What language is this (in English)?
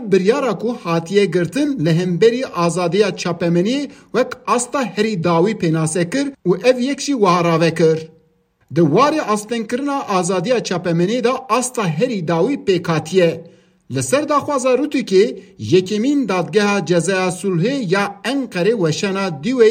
Kurdish